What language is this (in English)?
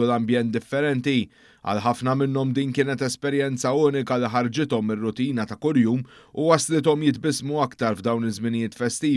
Maltese